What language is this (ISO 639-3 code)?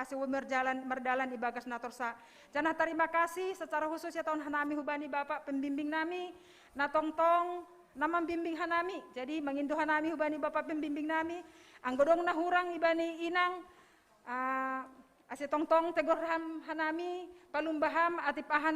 bts